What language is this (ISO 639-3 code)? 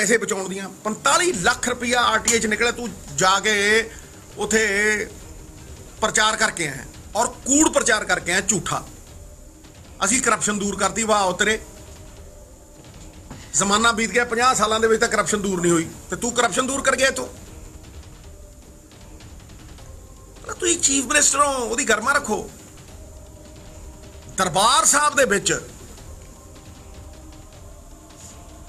pan